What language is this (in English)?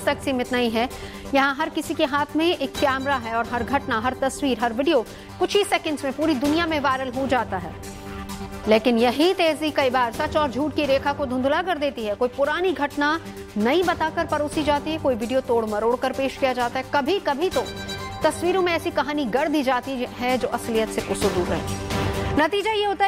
Hindi